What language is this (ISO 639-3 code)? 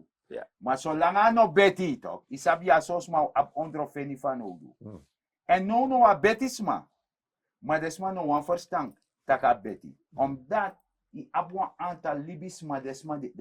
srn